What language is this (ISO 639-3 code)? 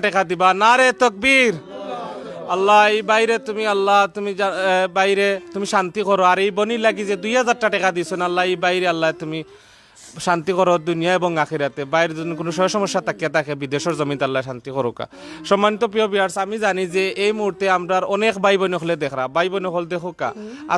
syl